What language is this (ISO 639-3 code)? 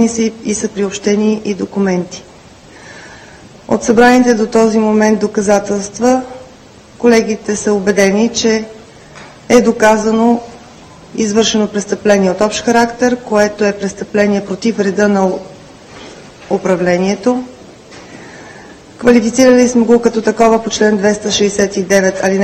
bul